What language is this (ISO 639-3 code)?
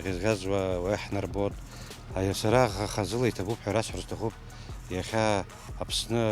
abk